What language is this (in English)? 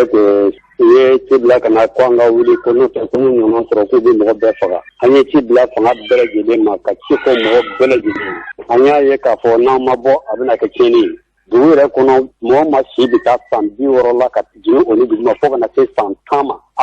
Bambara